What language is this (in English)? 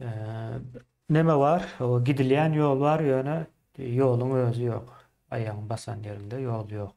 Turkmen